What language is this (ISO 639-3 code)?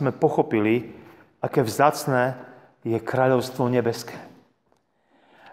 slk